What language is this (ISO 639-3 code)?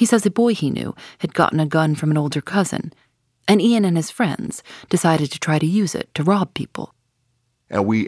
eng